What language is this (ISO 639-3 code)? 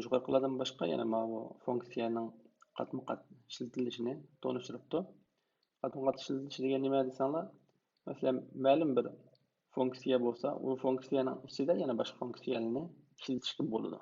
uig